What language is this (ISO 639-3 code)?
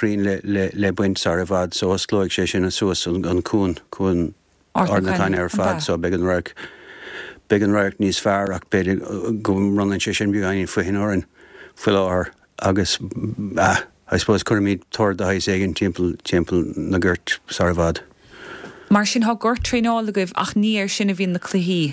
gle